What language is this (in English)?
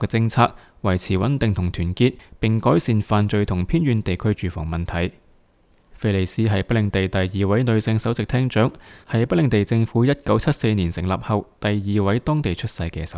Cantonese